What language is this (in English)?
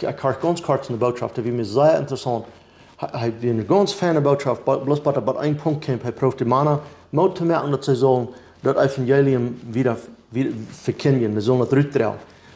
Plautdietsch